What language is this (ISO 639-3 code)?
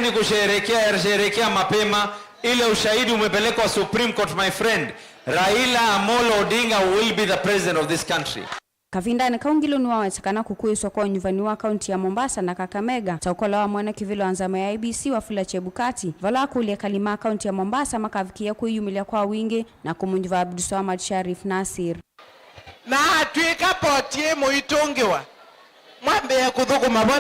kam